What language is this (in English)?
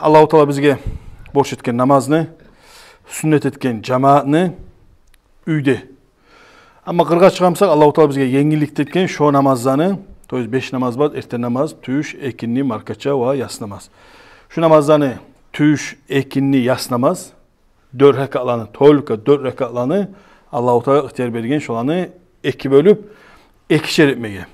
Kumyk